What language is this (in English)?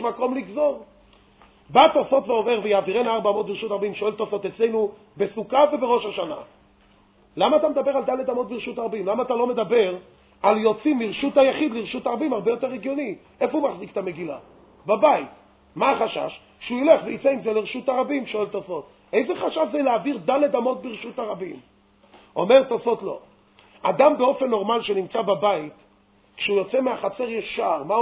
Hebrew